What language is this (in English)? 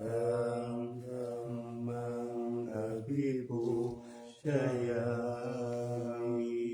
Pali